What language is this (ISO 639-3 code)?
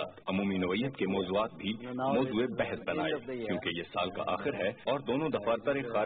urd